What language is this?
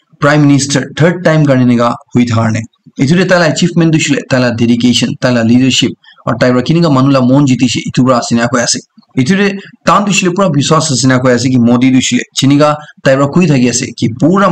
Naga Pidgin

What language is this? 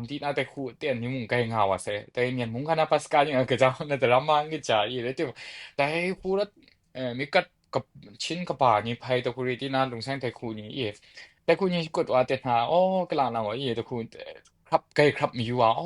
Kachin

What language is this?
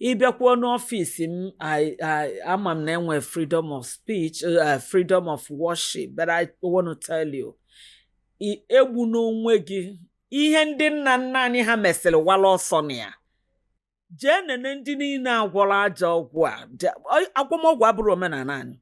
Igbo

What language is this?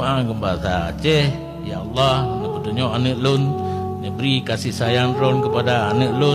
Achinese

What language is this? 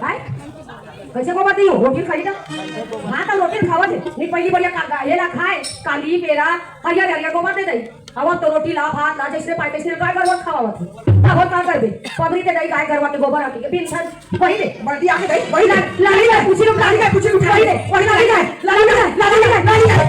Chhattisgarhi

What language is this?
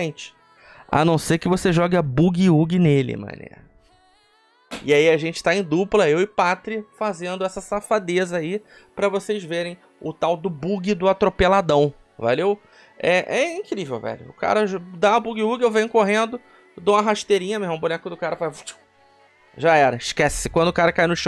Portuguese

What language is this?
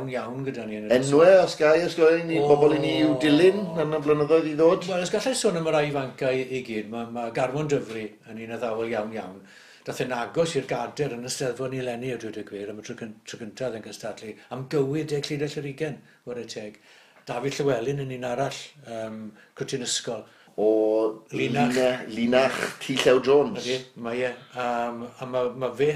Welsh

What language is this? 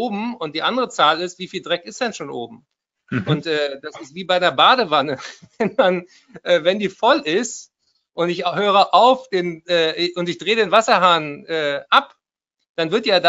German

